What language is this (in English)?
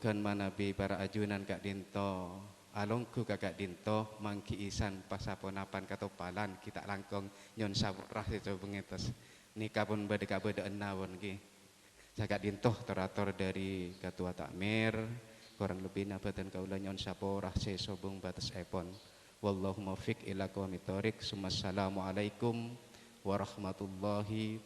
Madurese